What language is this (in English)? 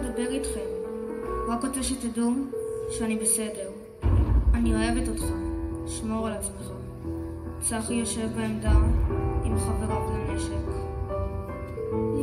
Hebrew